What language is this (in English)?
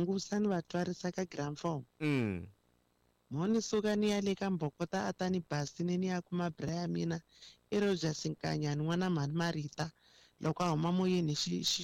Tsonga